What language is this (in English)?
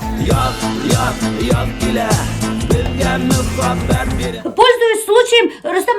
Bashkir